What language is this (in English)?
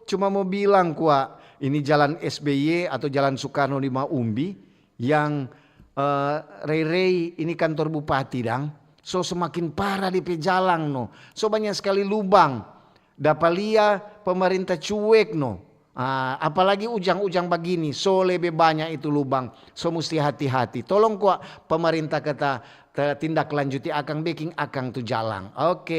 Manado Malay